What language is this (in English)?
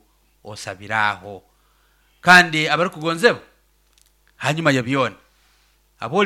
Nyoro